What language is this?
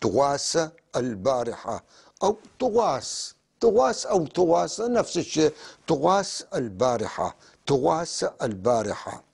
North Levantine Arabic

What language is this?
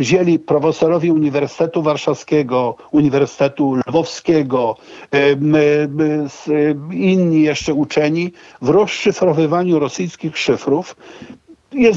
Polish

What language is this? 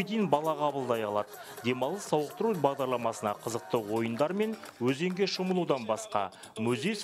Kazakh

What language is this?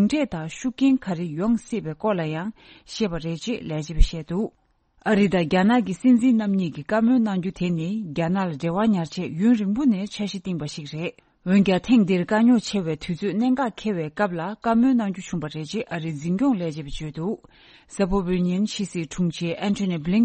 Tibetan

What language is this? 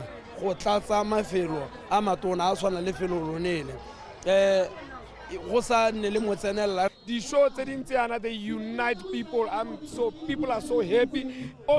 Tswana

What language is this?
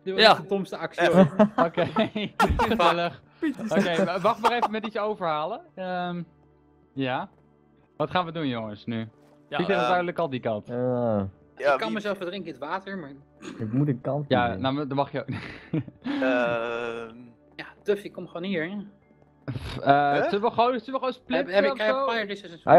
Dutch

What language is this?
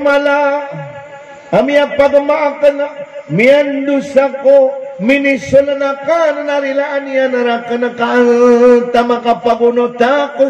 Maranao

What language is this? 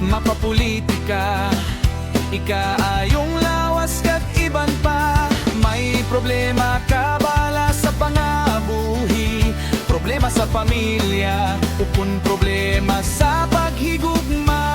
Hiligaynon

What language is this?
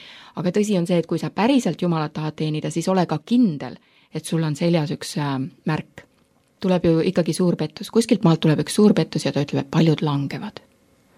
Estonian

